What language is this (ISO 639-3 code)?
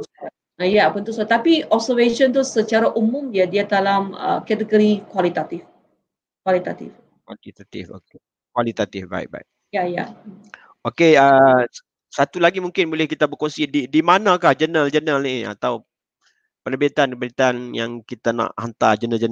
msa